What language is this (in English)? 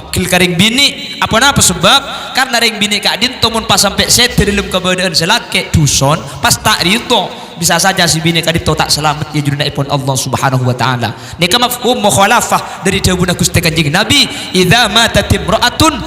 Madurese